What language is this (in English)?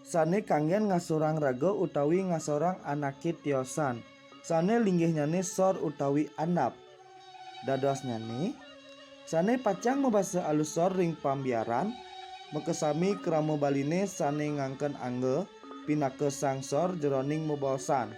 Balinese